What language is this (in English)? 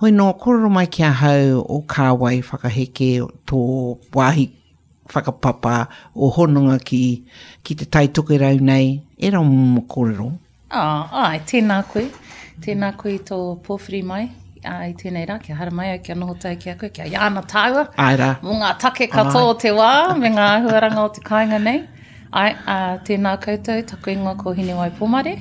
Māori